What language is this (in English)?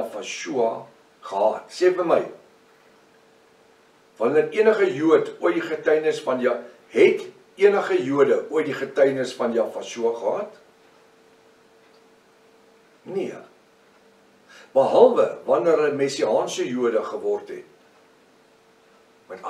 Afrikaans